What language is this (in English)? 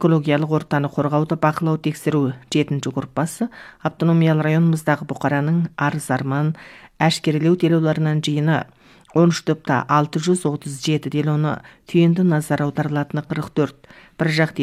Kazakh